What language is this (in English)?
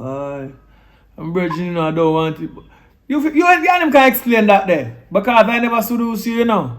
Jamaican Creole English